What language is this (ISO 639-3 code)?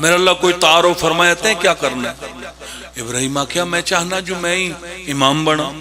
phr